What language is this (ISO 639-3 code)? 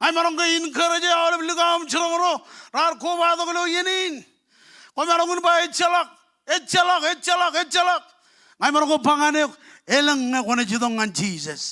mah